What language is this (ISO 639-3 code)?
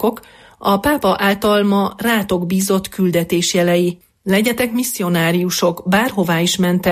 hun